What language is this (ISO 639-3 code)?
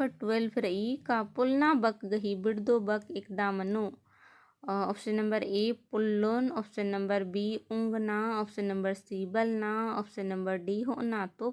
kru